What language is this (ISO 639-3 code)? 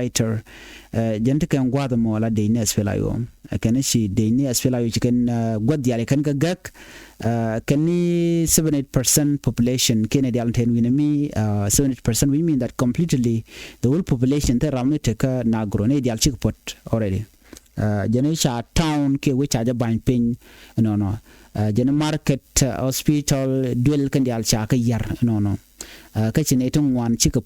nus